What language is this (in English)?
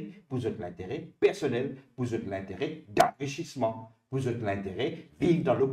Morisyen